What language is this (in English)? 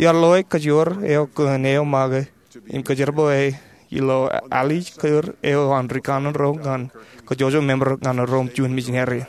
Marshallese